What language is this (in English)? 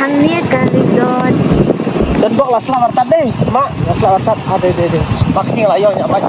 Khasi